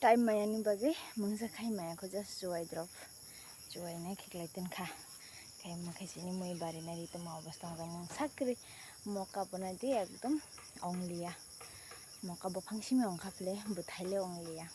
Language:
Kok Borok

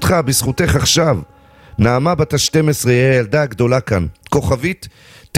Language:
Hebrew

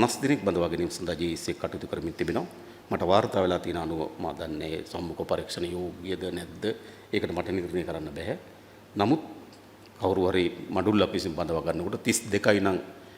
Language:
Sinhala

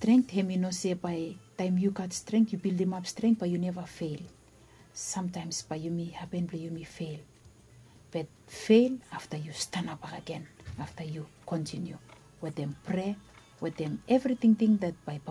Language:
Bislama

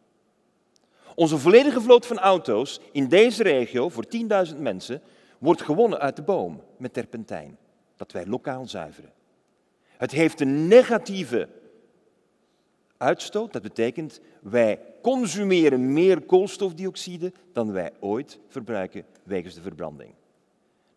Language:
Dutch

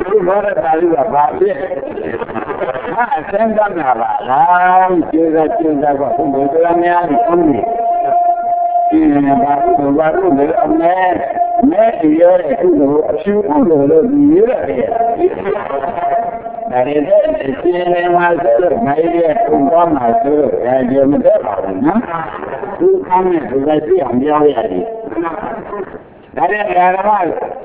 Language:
Burmese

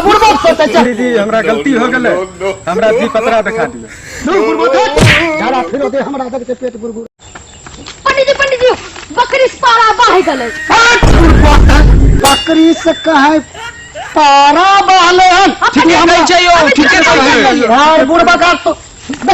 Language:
Maithili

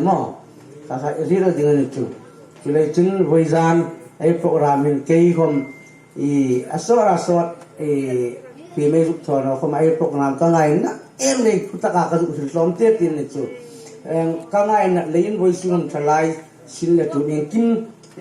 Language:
Hmar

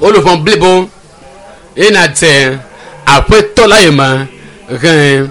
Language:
Ewe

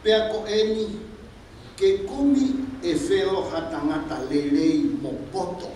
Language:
Tongan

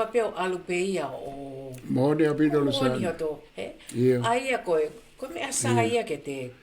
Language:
Tongan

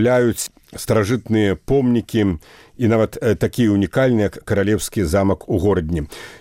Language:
Belarusian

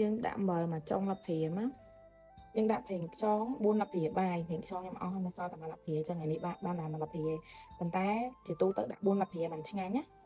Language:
Khmer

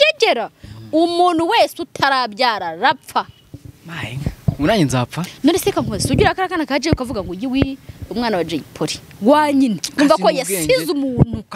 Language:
Kinyarwanda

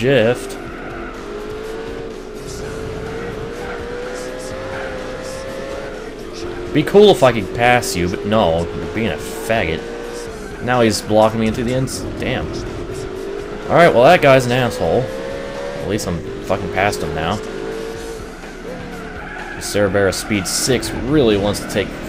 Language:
English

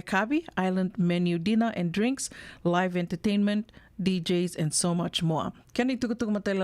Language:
Fijian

